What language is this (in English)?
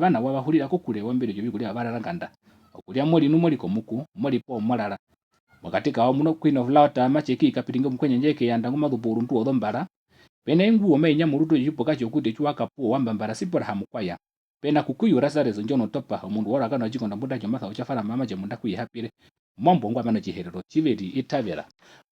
Herero